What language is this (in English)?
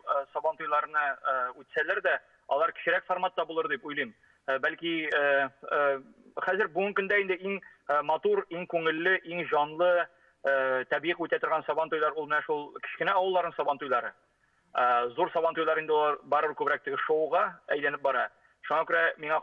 Tatar